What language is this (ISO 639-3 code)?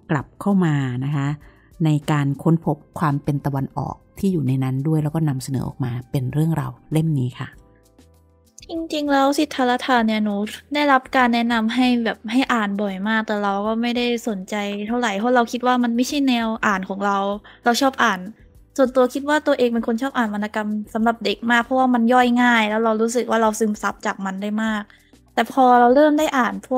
tha